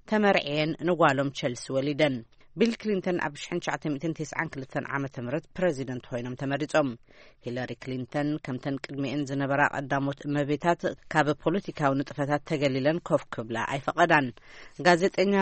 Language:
Tigrinya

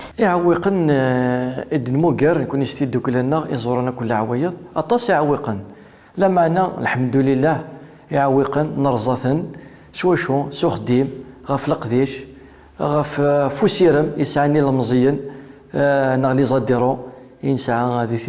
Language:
Kabyle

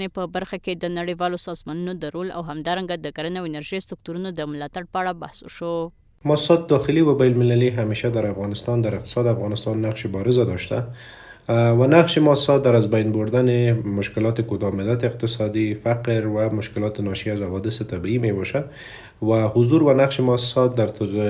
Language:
Pashto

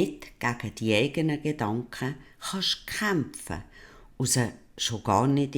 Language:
Swiss German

